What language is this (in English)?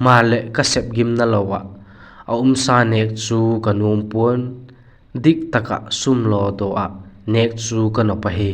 Vaiphei